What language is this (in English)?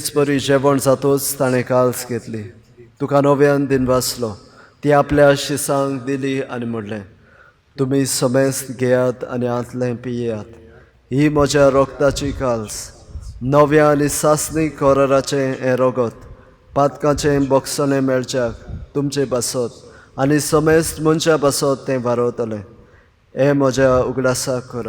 Konkani